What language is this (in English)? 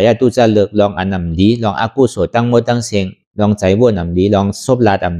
Shan